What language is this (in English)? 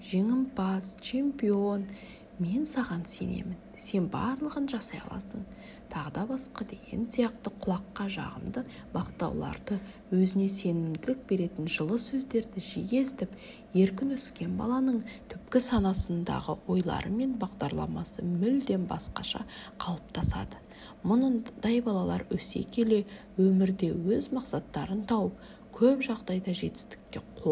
Kazakh